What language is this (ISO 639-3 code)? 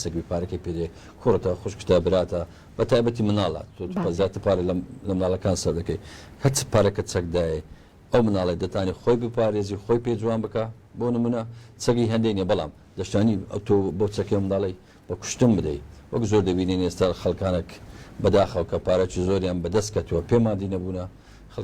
ckb